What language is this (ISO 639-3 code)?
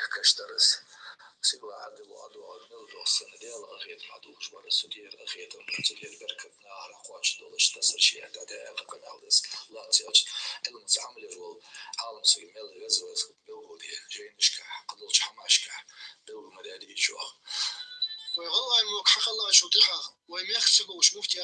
inh